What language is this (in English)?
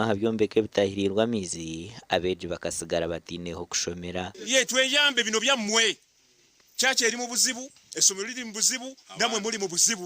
Nyankole